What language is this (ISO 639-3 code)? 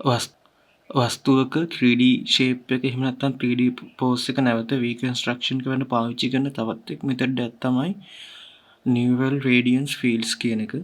sin